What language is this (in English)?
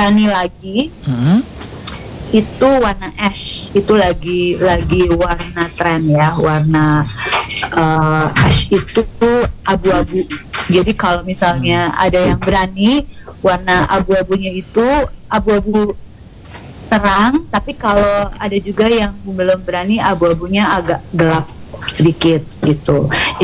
Indonesian